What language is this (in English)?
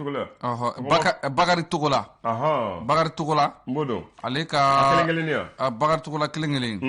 Bambara